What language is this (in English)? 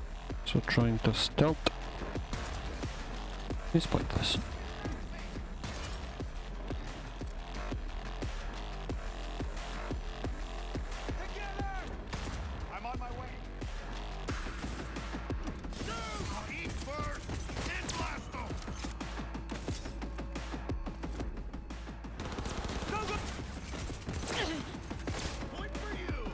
English